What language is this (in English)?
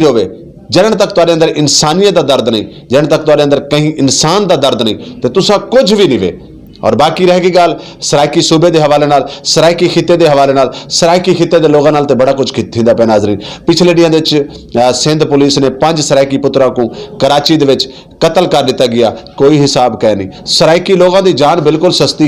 Saraiki